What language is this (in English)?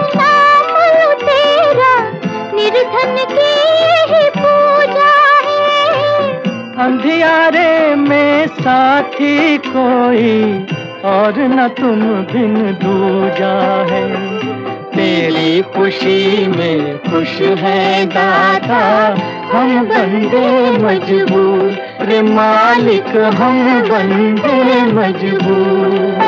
Hindi